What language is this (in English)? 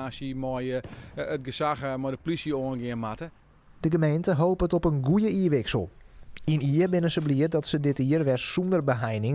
Western Frisian